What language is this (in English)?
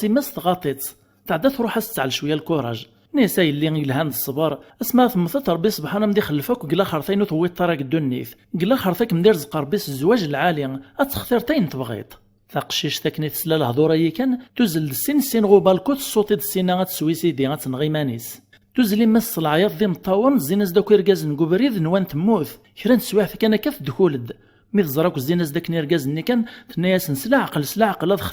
Kabyle